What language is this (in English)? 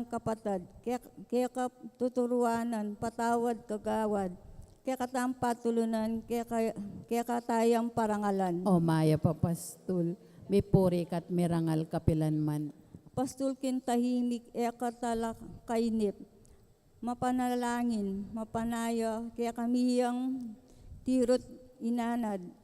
Pampanga